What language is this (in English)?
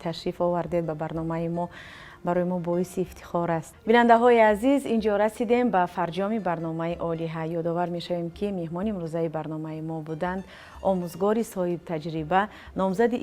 Tajik